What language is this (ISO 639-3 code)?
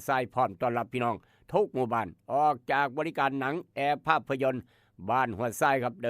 tts